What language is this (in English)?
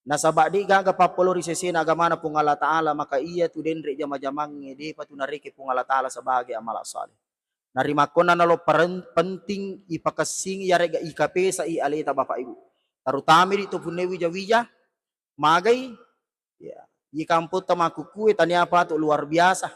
Buginese